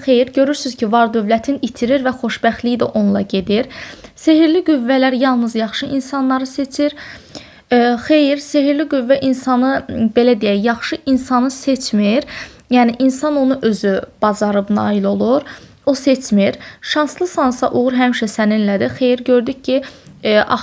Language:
Azerbaijani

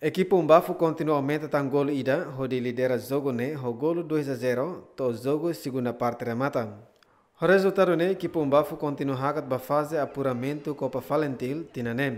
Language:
Tetum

